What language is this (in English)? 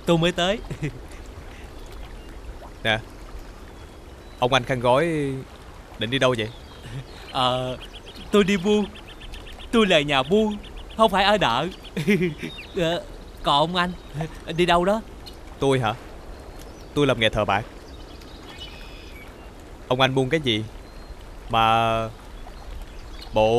Vietnamese